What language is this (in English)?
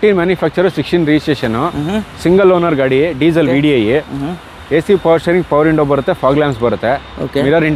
Kannada